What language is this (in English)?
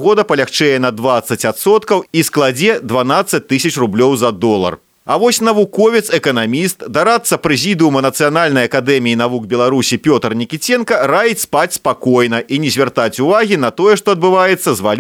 Belarusian